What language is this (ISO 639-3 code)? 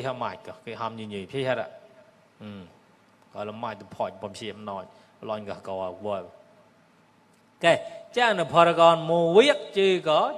mnw